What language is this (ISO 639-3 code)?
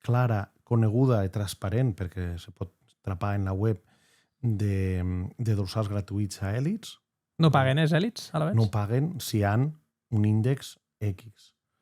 oci